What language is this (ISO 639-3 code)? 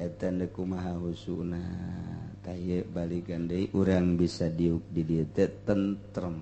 sun